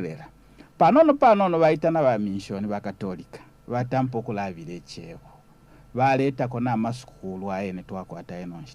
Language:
Bemba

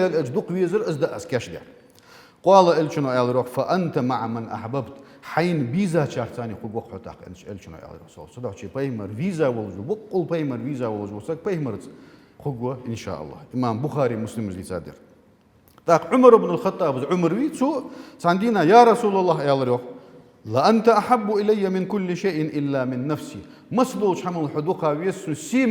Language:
Ingush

